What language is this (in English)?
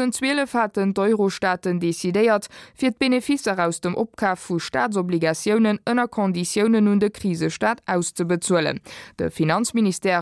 Luxembourgish